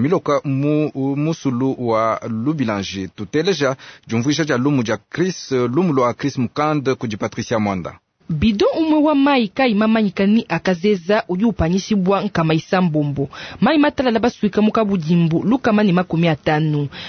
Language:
Luba-Lulua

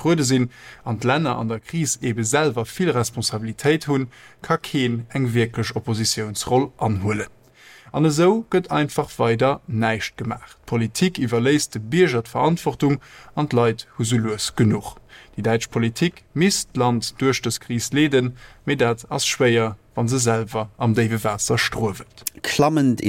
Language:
Luxembourgish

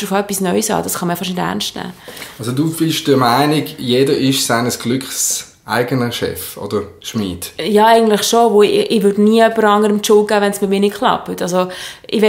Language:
Swiss German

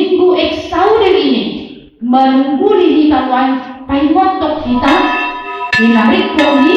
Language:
Batak Toba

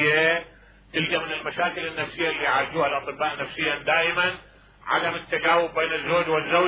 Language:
Mesopotamian Arabic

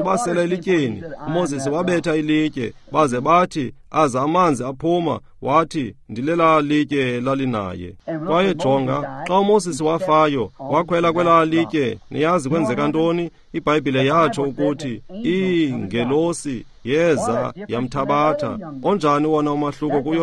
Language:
Xhosa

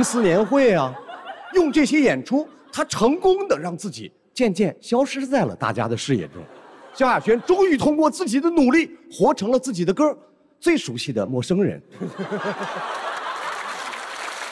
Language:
Chinese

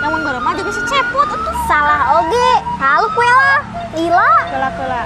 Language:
Sundanese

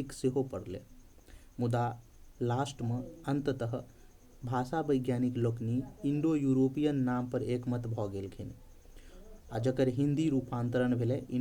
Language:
Maithili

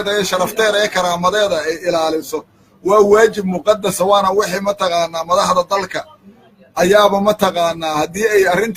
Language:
Somali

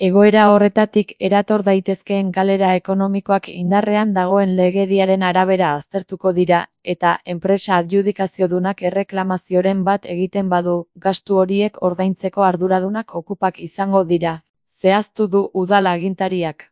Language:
Basque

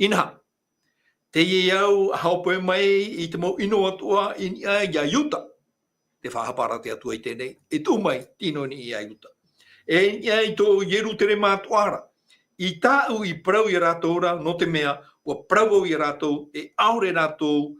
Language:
Tahitian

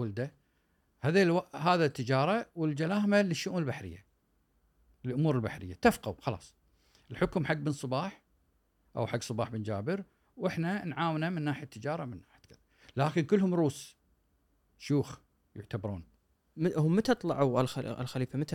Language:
Gulf Arabic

